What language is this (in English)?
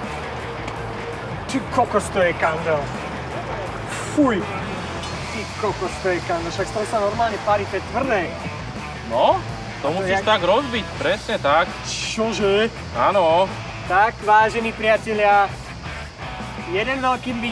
Slovak